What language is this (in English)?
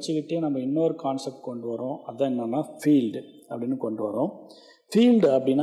Tamil